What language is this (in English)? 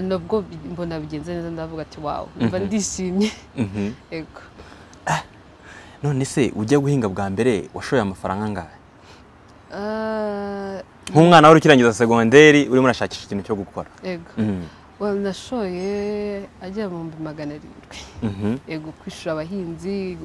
Kinyarwanda